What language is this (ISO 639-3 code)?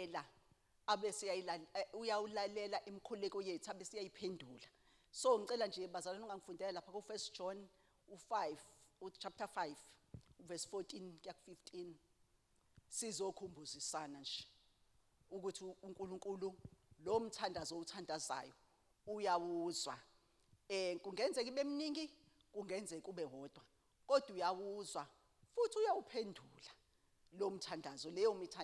zul